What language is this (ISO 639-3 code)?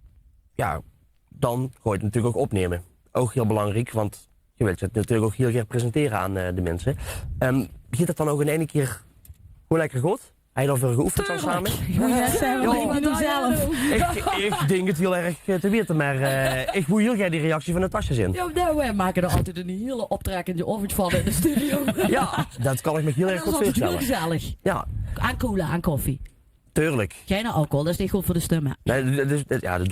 lim